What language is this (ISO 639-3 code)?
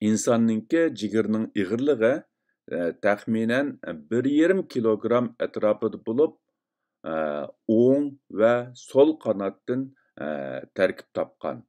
uig